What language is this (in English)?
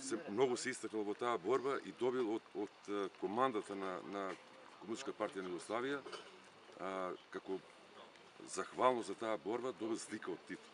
Macedonian